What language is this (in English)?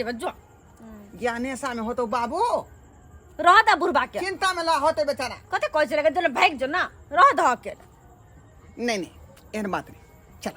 Maithili